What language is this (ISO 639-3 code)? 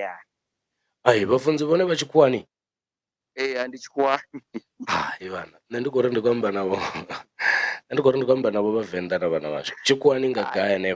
ven